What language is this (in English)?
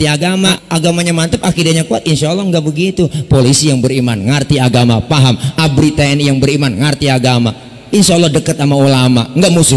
Betawi